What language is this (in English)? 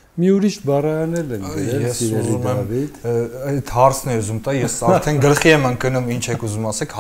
Armenian